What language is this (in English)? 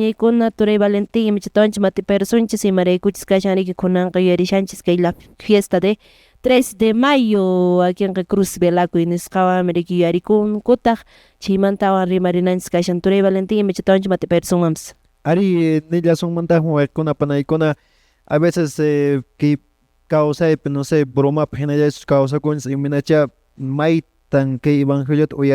Quechua